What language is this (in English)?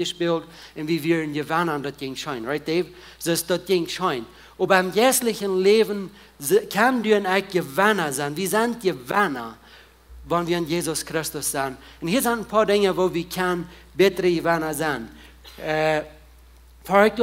Plautdietsch